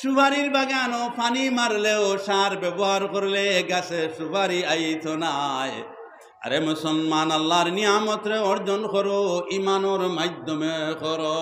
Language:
Sylheti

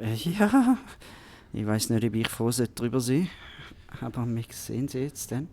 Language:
Swiss German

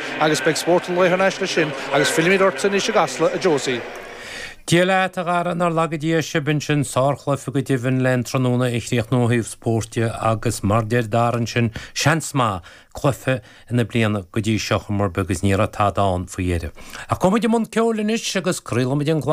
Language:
Irish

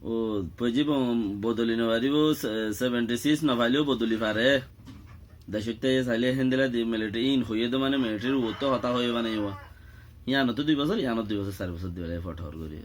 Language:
Rohingya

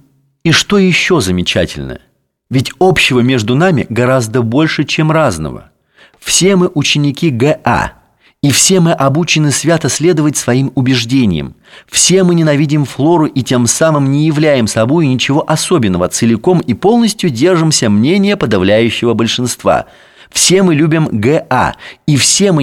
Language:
Russian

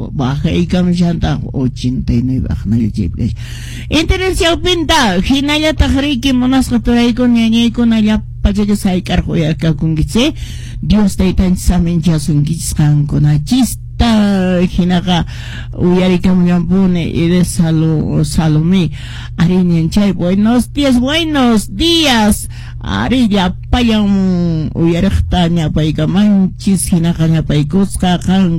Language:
Quechua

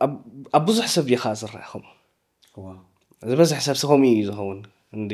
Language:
Tigrinya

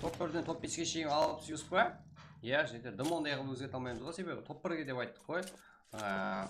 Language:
Kara-Kalpak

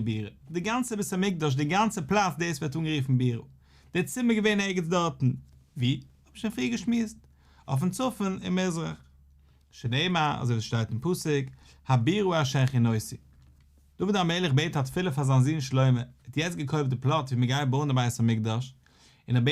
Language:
Yiddish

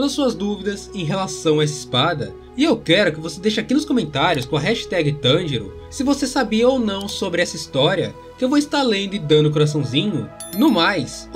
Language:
Portuguese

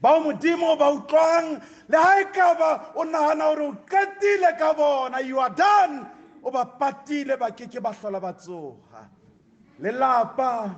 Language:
Southern Sotho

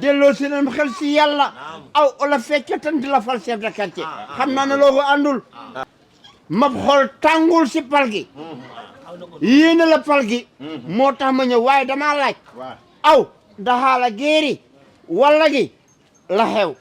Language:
Wolof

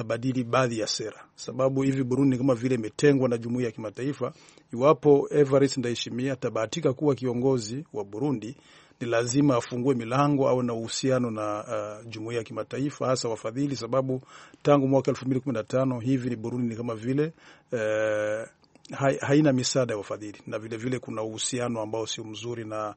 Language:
Swahili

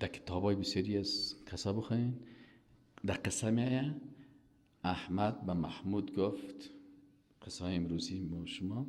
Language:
Persian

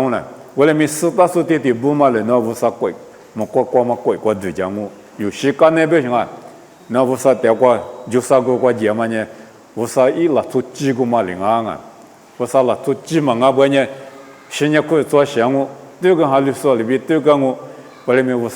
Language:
Lisu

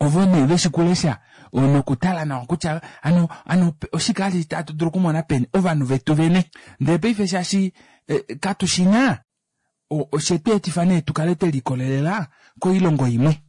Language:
Kuanyama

